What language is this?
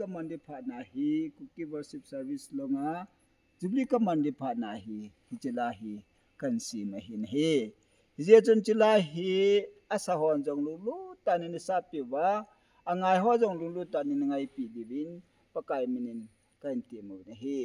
Thado Chin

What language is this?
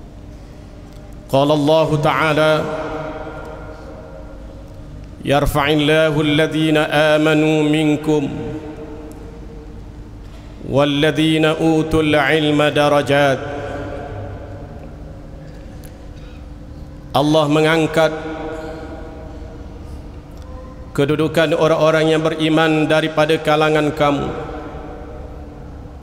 Malay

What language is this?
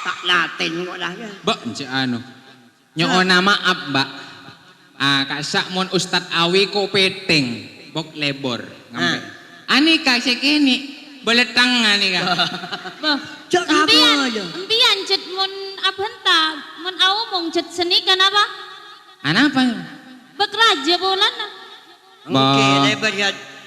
Madurese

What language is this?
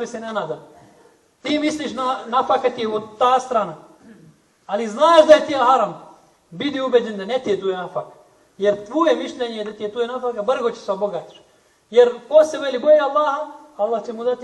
Bosnian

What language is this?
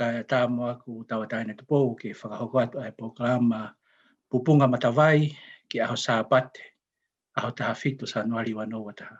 Tongan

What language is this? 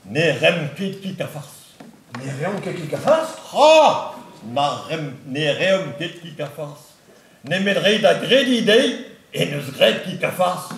Breton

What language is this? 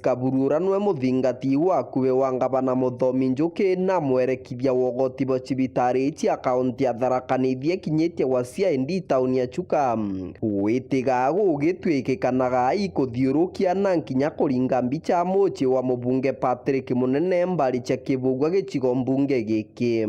Meru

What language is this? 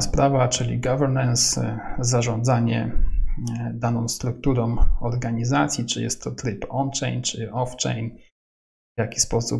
Polish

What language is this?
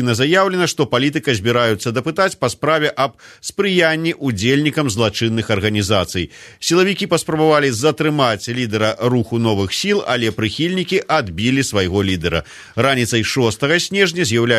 Belarusian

